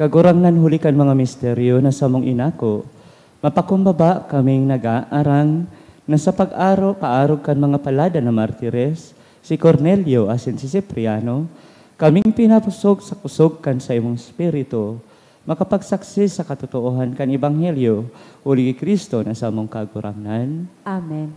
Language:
Bikol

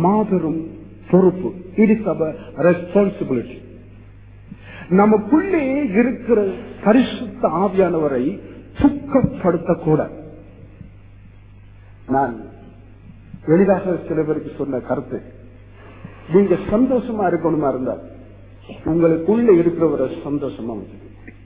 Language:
Tamil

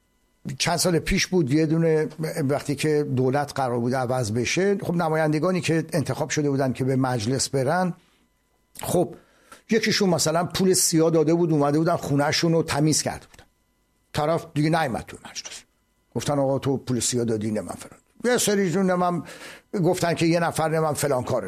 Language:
Persian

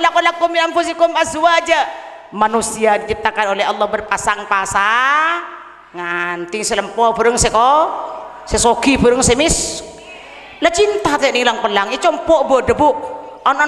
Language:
Madurese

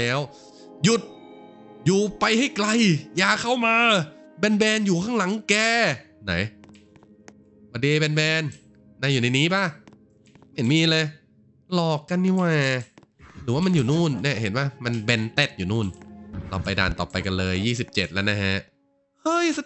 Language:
Thai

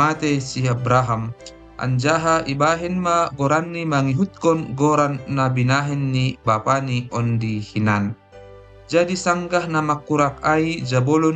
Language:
Batak Simalungun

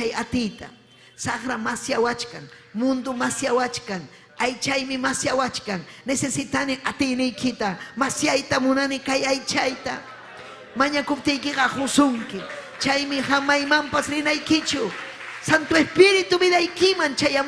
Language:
Ayacucho Quechua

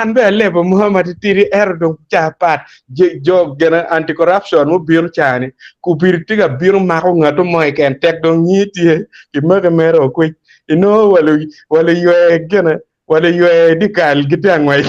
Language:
Acoli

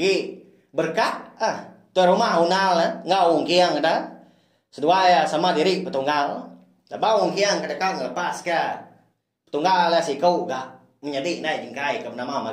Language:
Iban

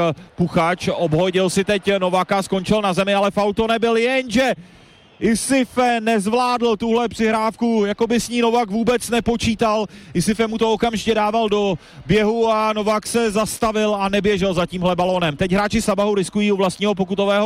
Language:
Czech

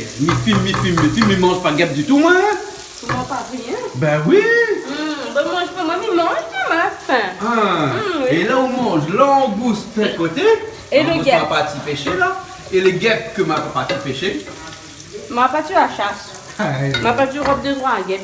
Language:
Réunion Creole French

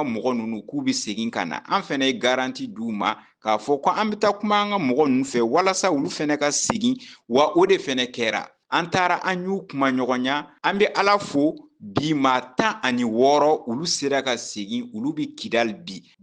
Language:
Bambara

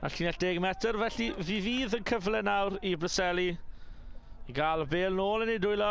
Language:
Welsh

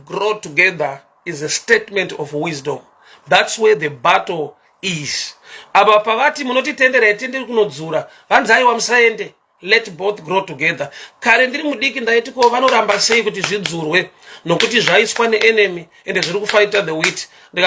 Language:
Shona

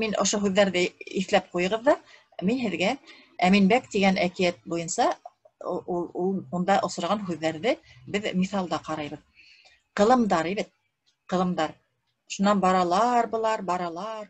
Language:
Bashkir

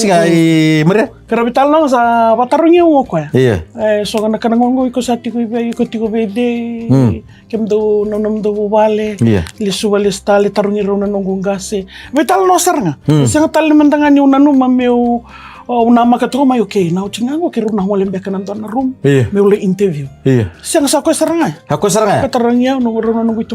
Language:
Fijian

